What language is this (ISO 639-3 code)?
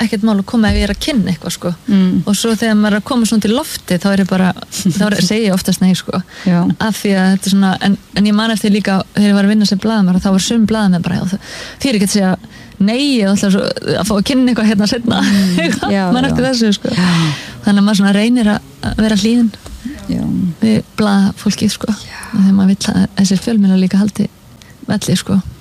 isl